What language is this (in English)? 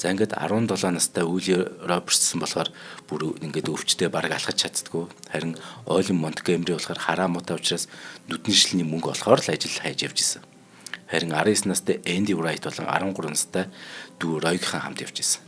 Mongolian